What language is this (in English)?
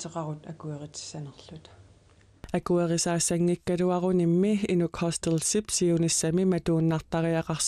Kalaallisut